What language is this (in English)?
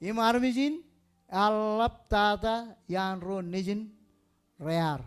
Marshallese